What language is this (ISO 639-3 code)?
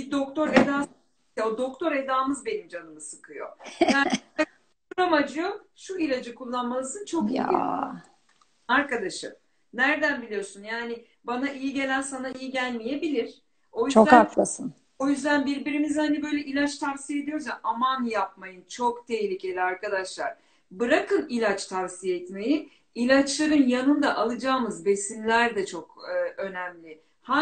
tur